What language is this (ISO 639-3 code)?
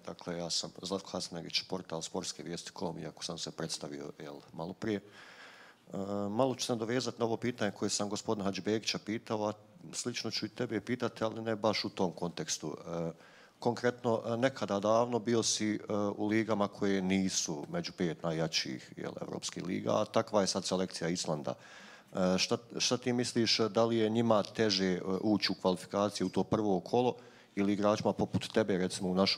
bos